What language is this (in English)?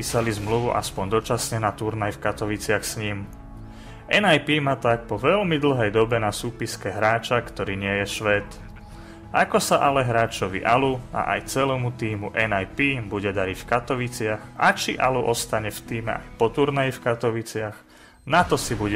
Slovak